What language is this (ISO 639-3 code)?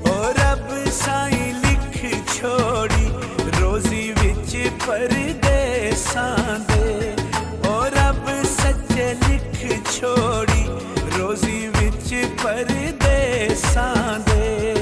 phr